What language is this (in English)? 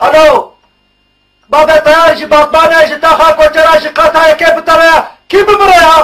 Kurdish